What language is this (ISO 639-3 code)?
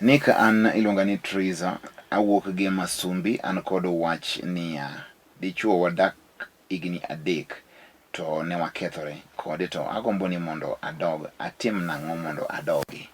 luo